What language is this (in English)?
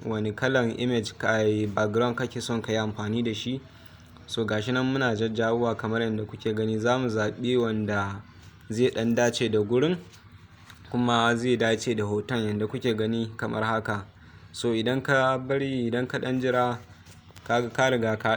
Hausa